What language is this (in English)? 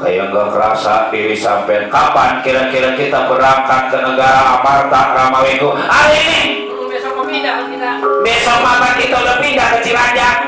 Betawi